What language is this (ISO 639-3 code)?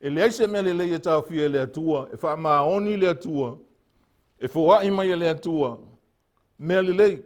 smo